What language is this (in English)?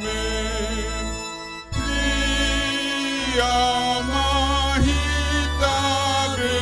Batak Toba